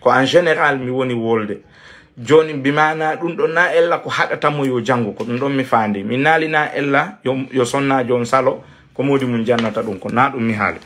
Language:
Fula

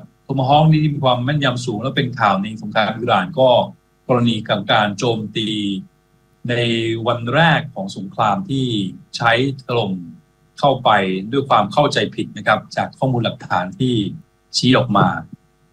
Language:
Thai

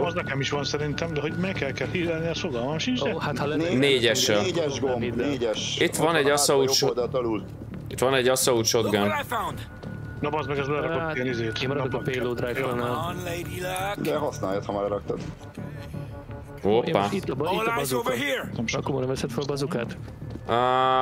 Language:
Hungarian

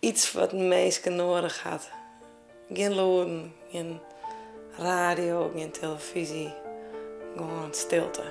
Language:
Western Frisian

